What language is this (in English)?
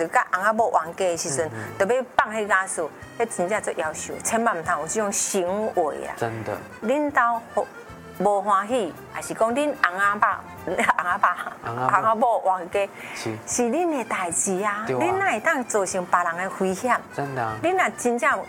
Min Nan Chinese